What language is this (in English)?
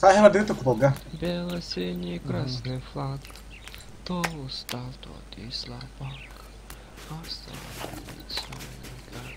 Yakut